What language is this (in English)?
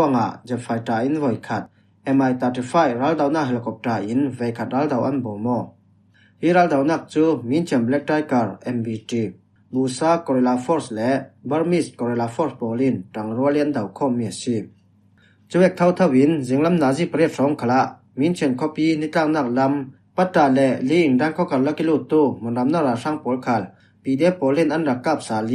Falam Chin